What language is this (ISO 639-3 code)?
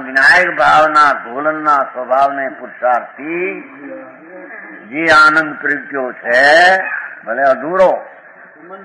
guj